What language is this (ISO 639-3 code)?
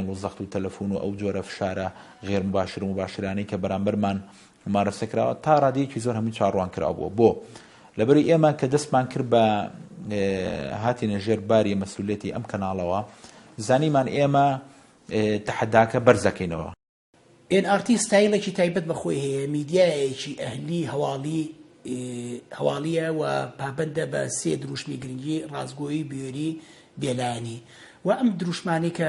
ckb